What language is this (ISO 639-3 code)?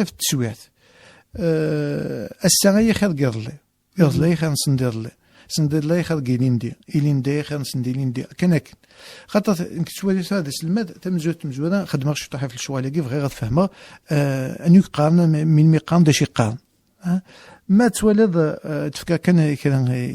kab